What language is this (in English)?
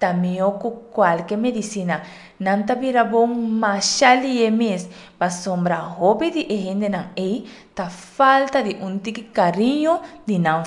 Papiamento